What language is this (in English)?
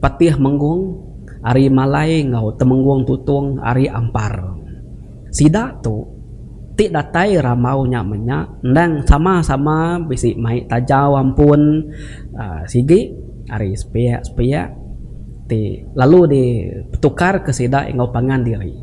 Iban